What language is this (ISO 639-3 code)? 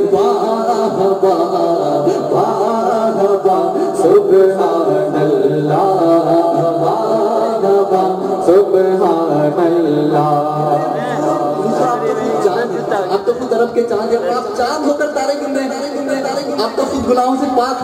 urd